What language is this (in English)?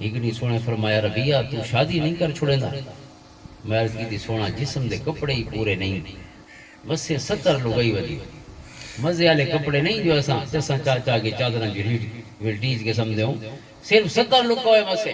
Western Panjabi